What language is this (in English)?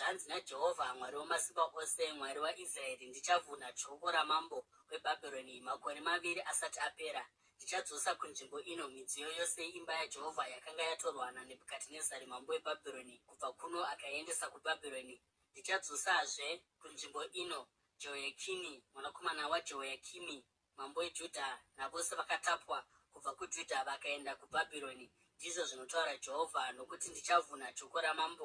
Shona